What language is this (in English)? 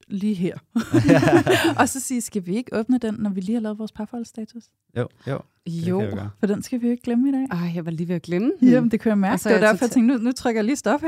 Danish